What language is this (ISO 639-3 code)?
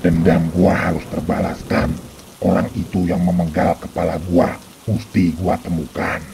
bew